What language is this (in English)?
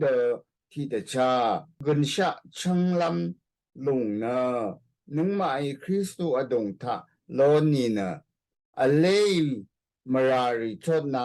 Rawang